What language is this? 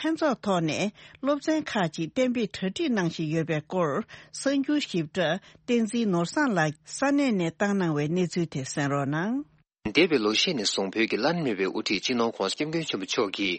Tibetan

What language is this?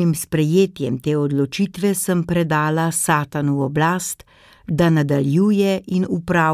Slovenian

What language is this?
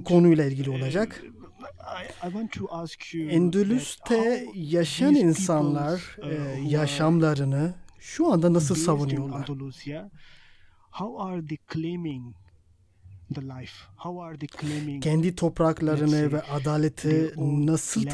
Turkish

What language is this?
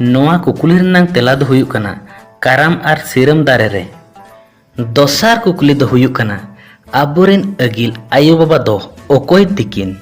Santali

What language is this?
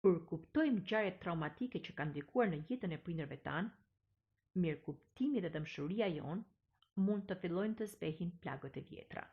Albanian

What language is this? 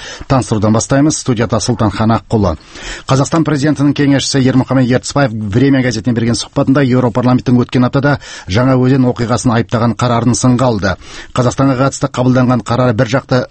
Kazakh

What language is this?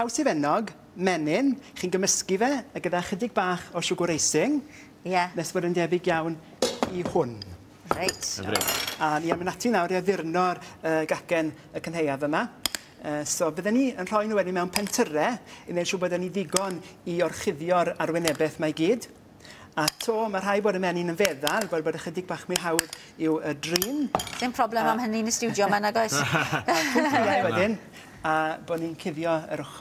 Welsh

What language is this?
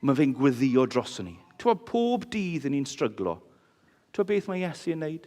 Welsh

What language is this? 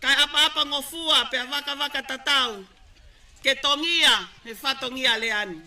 Tongan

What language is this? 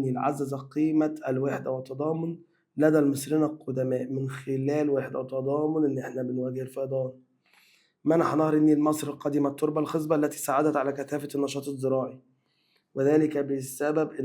Egyptian Arabic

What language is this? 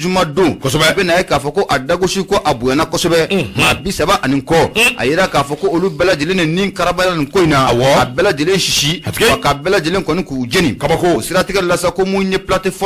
Bambara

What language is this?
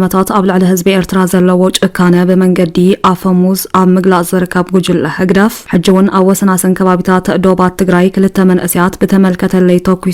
Tigrinya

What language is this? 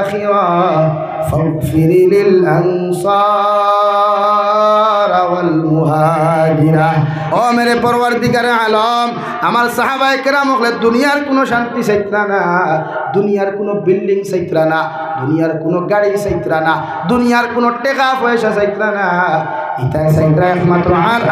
Sylheti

